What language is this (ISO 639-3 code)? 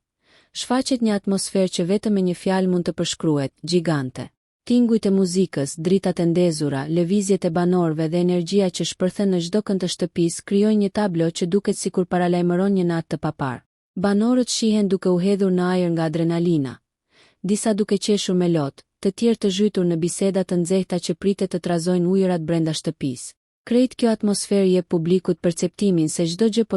sqi